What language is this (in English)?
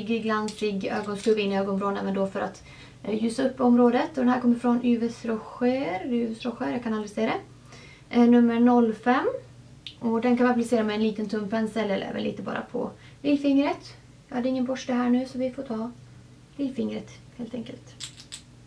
Swedish